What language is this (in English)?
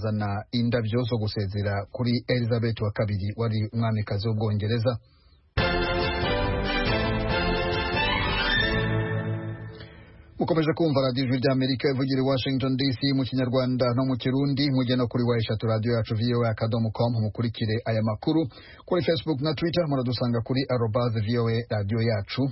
Kinyarwanda